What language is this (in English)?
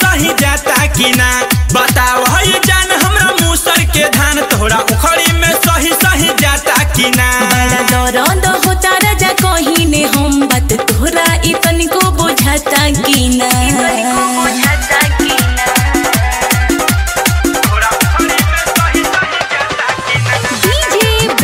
Bhojpuri